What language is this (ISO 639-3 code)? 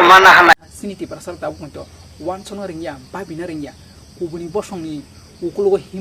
trp